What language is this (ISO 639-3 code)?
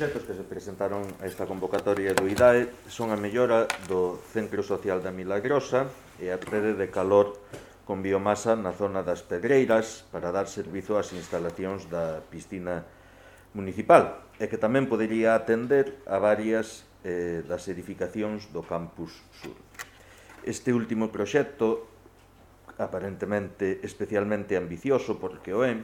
glg